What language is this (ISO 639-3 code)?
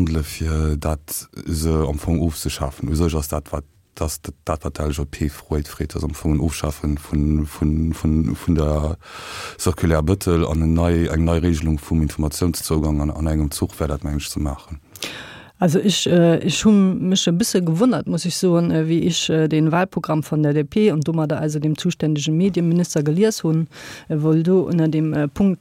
ltz